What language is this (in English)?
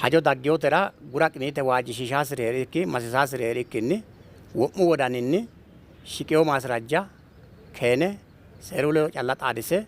Sidamo